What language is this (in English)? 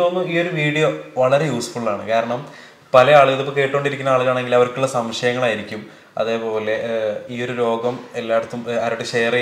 Malayalam